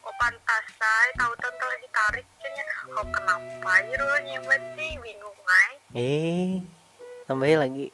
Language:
Banjar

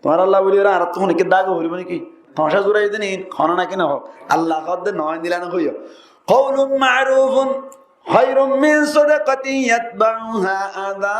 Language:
Rohingya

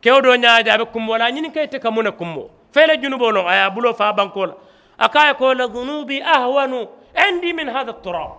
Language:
Mandingo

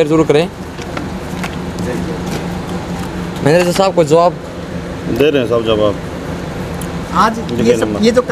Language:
Hindi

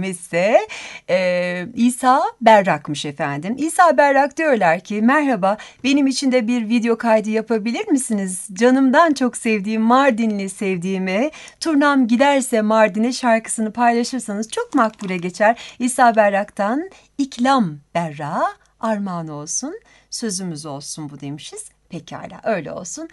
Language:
Turkish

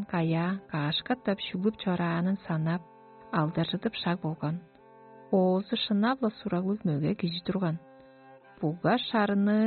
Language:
Tuvinian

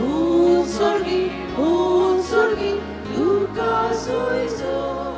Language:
Konkani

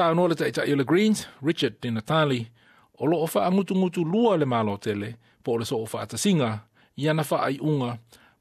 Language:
Samoan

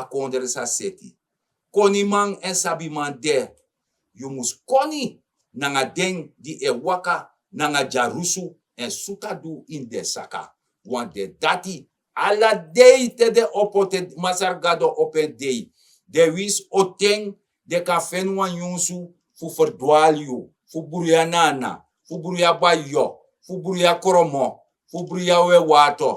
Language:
Sranan Tongo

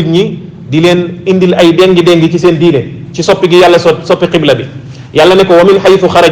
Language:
Wolof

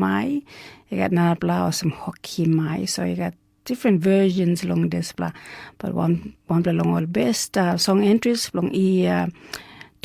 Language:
Tok Pisin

